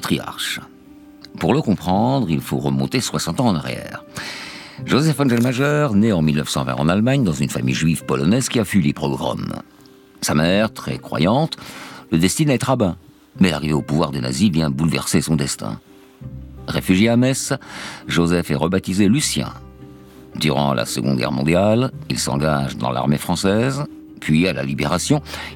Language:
French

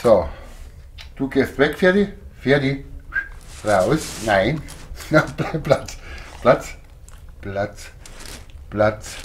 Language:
Bavarian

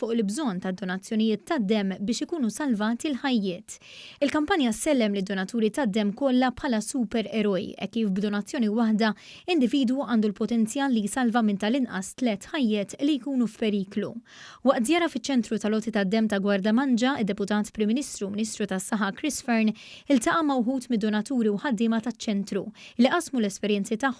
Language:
Maltese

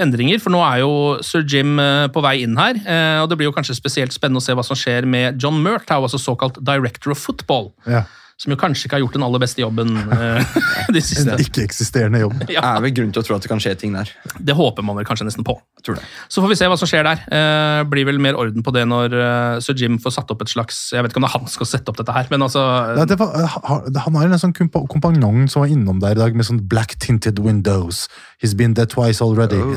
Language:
Norwegian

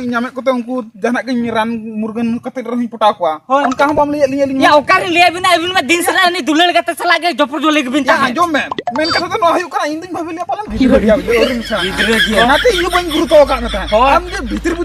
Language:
Santali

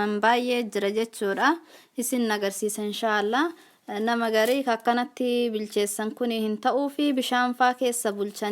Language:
Oromo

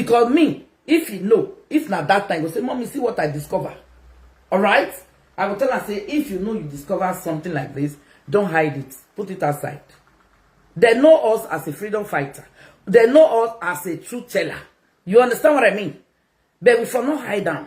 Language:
Nigerian Pidgin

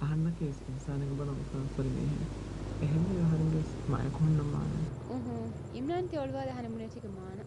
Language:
Divehi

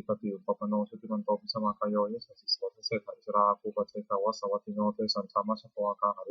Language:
Pali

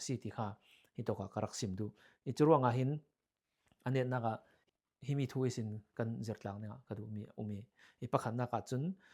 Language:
Falam Chin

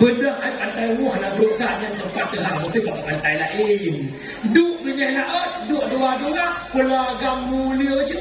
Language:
Achinese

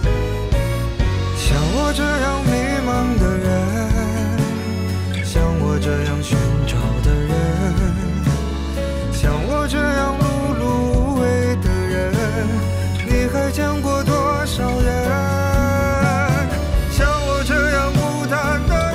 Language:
Chinese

